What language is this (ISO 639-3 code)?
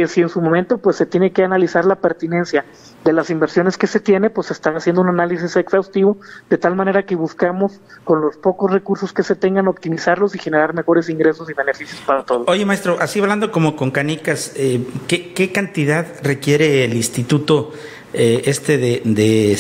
spa